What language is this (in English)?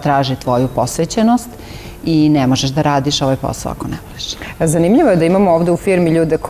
Serbian